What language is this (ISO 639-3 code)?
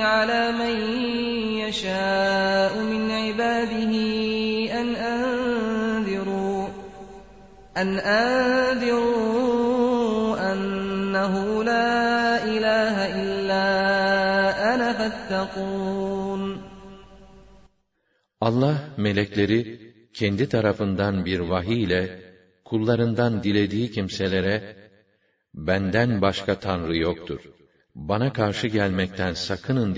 tur